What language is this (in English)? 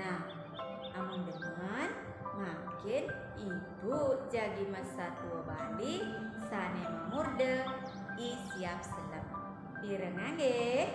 Balinese